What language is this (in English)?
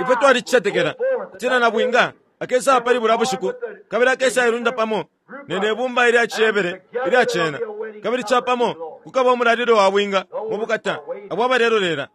Bemba